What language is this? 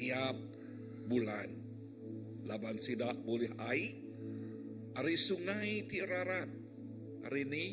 Iban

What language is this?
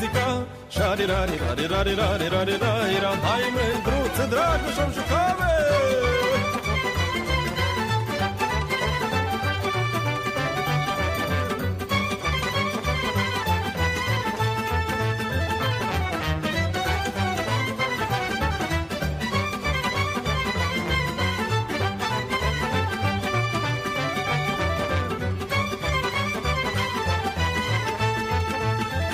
Romanian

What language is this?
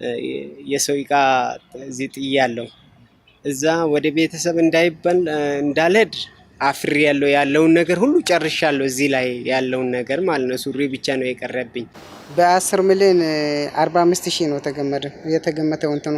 Amharic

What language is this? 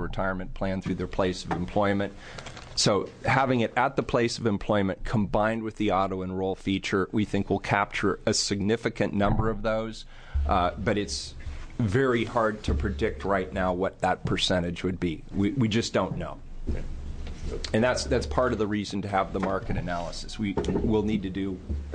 English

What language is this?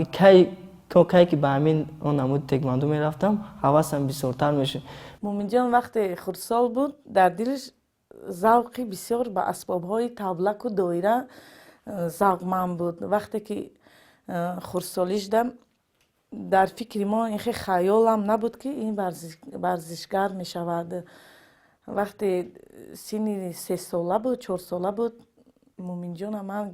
Tajik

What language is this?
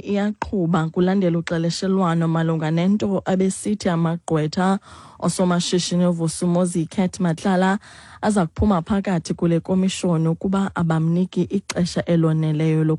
Xhosa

